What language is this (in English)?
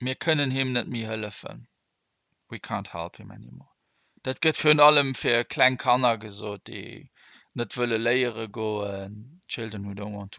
Luxembourgish